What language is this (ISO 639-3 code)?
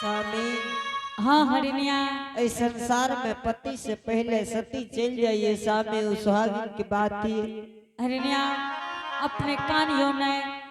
anp